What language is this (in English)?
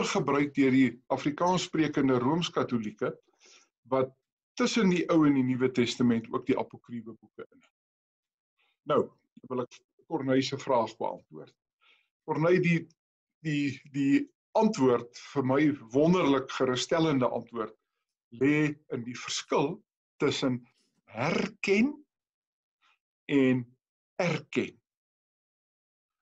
Afrikaans